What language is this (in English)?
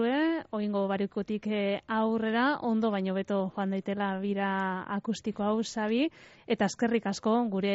Basque